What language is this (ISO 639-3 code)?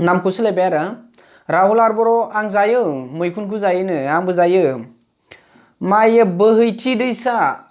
brx